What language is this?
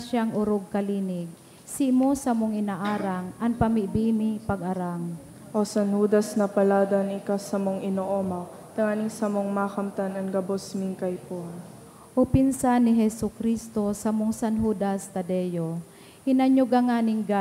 Bikol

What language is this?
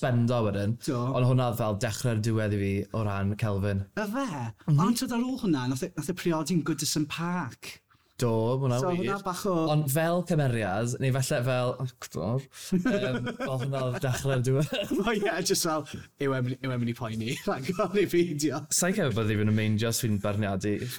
Welsh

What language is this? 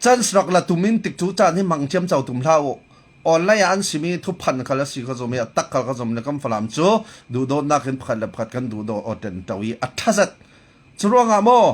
Falam Chin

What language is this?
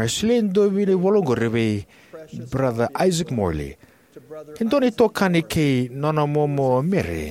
Fijian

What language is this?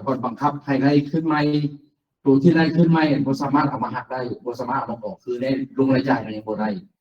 Lao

